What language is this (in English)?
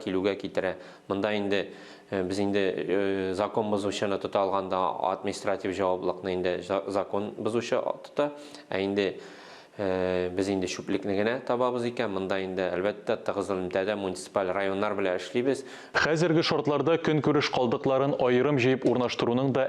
Tatar